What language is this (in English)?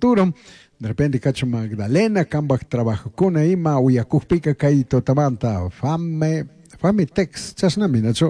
Chimborazo Highland Quichua